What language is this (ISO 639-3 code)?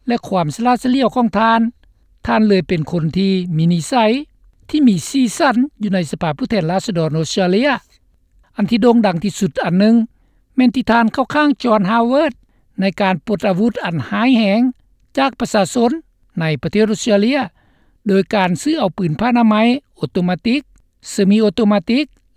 lao